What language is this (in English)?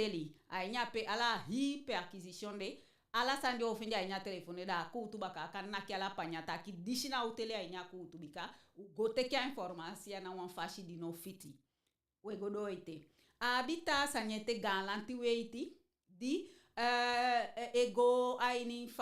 Eastern Maroon Creole